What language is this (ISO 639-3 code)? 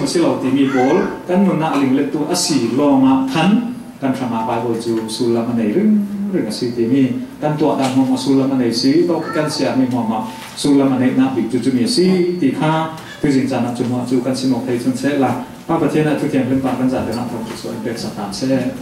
cfm